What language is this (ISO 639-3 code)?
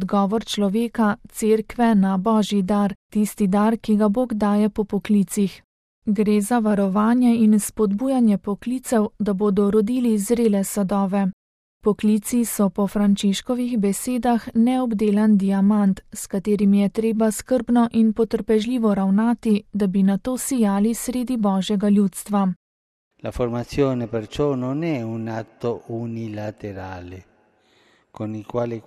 slv